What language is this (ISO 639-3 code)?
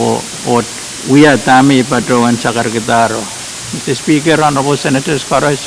pon